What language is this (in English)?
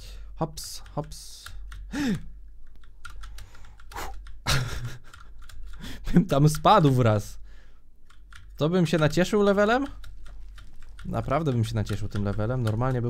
Polish